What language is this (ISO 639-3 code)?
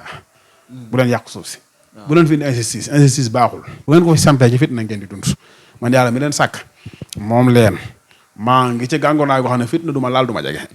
wol